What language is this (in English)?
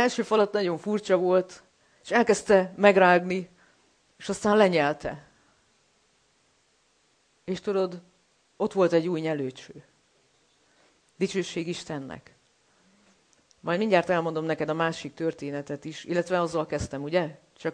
Hungarian